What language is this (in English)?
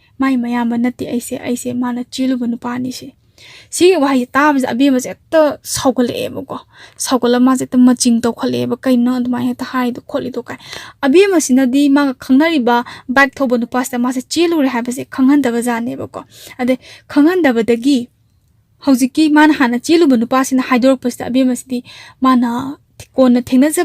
Manipuri